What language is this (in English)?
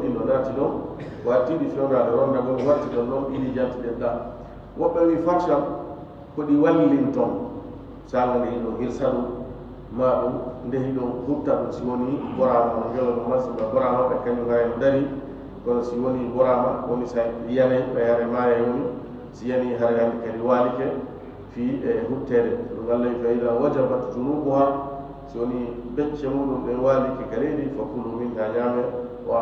Fula